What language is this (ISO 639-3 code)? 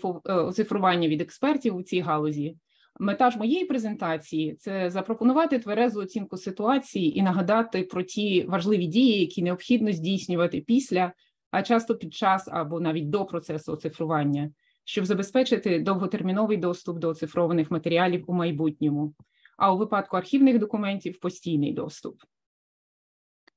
ukr